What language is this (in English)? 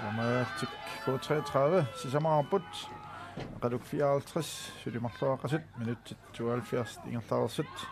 Kalaallisut